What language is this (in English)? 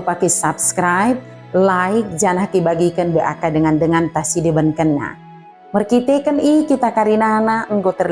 Batak Dairi